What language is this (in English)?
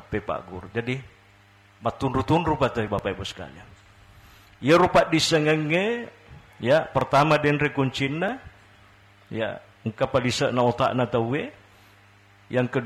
Buginese